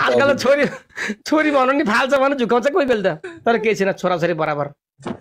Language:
Nepali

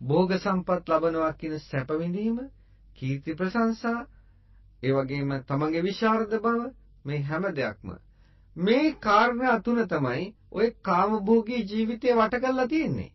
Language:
Sinhala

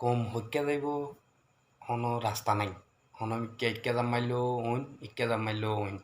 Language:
Rohingya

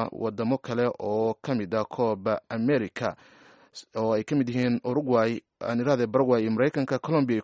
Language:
Somali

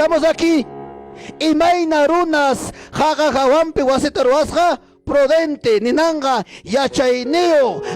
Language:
Ayacucho Quechua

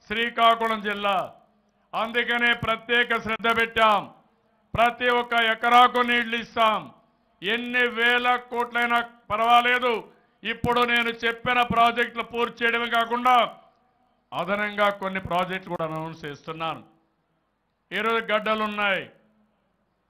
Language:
Telugu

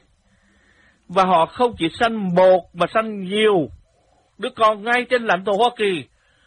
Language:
Vietnamese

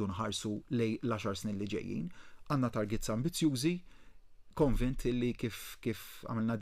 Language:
Maltese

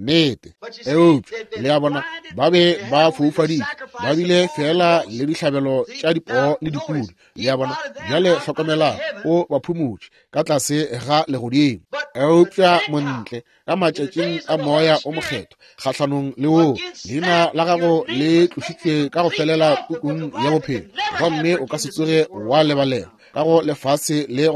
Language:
Northern Sotho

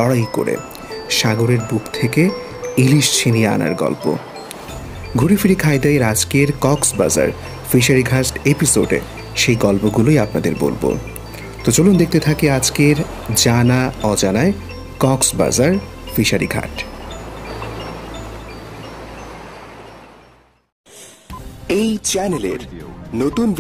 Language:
Bangla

